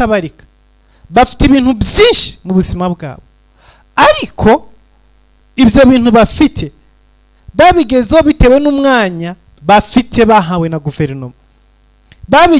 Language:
Kinyarwanda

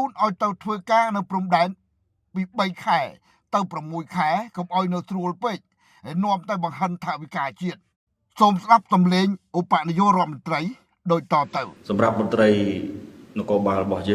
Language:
Khmer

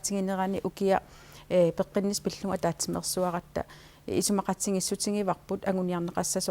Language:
Kalaallisut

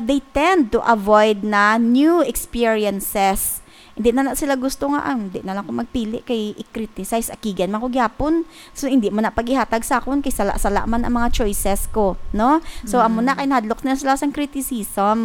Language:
Hiligaynon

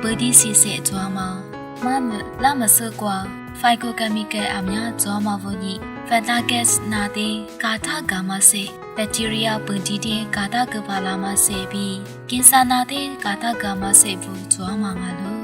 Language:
Lisu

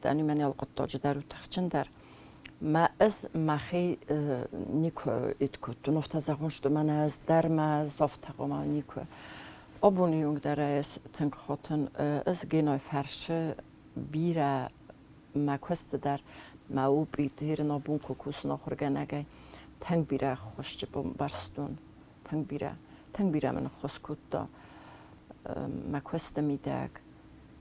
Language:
Ossetic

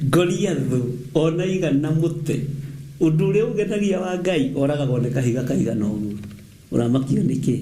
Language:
Kikuyu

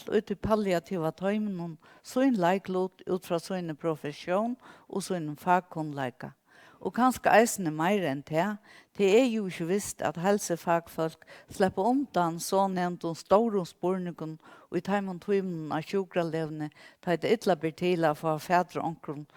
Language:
Faroese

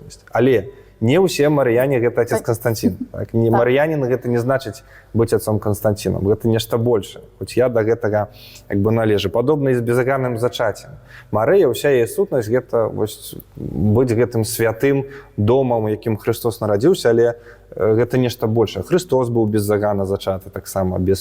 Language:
Belarusian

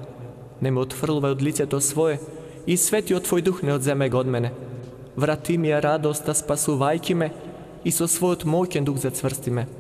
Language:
Macedonian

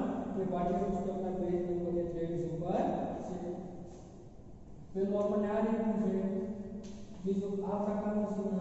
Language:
Gujarati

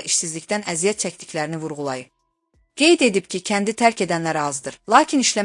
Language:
Azerbaijani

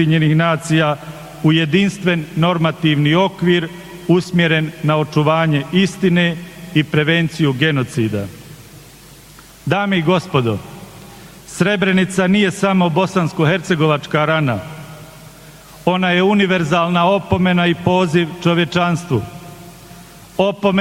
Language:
Bosnian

